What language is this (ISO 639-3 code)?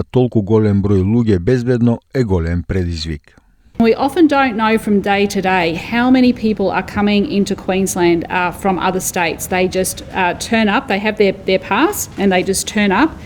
mkd